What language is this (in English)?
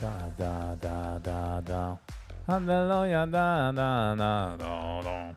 Yiddish